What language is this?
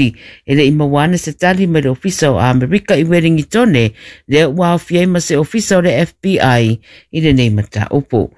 Samoan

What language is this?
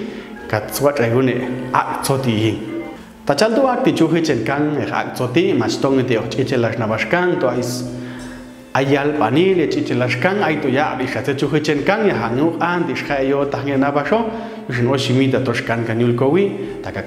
Popti'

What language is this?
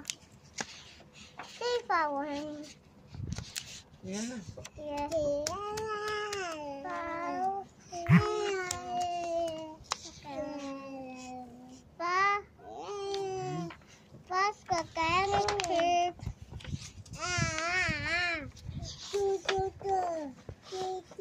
Danish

